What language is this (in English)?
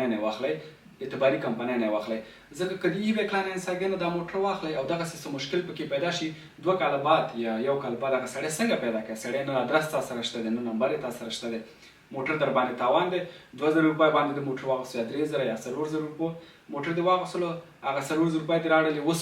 Pashto